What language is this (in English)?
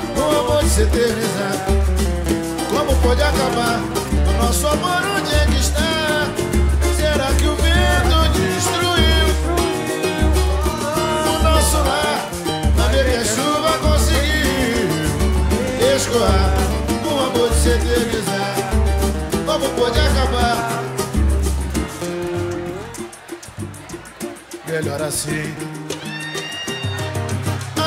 Portuguese